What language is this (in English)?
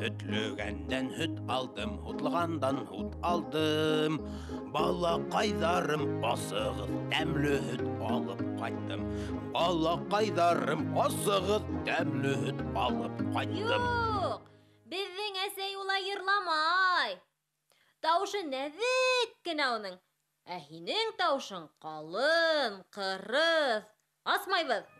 Bashkir